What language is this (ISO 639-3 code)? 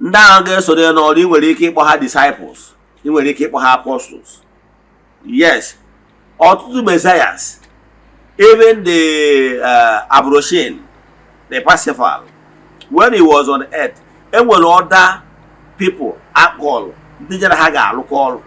ibo